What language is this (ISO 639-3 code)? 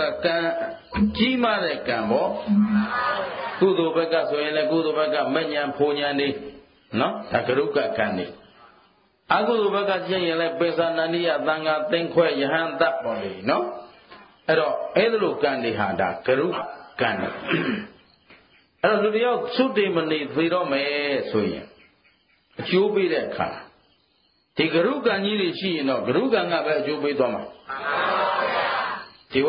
mya